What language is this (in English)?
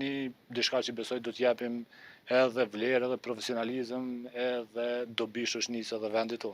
Albanian